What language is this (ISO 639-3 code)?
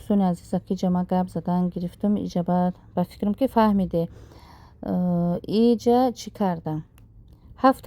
tgk